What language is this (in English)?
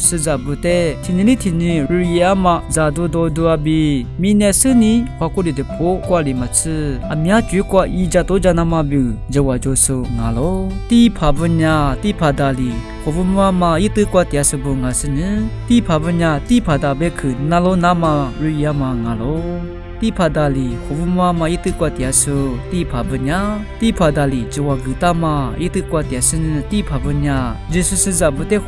Lisu